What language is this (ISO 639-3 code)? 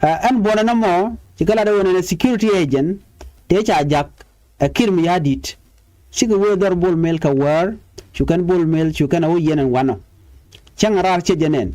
nus